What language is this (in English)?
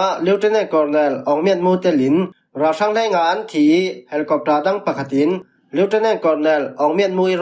Falam Chin